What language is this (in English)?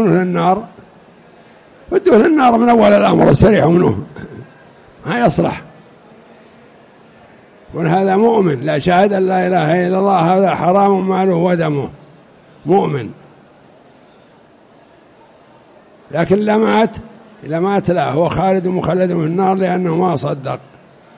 Arabic